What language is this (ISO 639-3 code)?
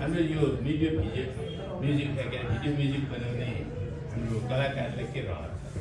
nep